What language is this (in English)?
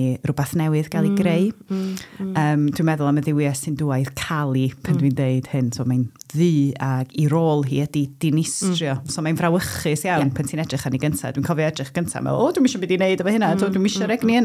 Welsh